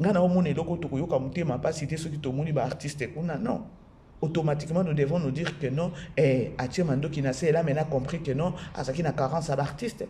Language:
Lingala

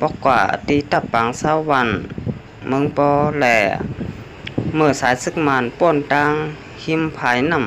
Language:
Shan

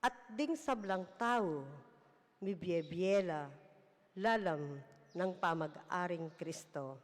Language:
Pampanga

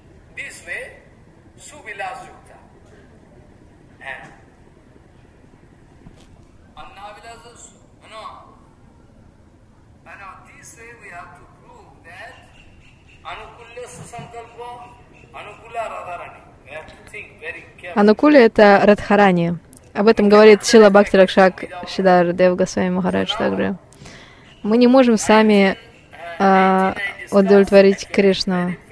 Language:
Russian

